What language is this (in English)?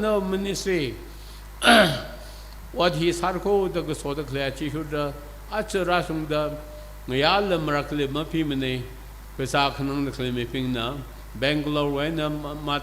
Tangkhul Naga (India)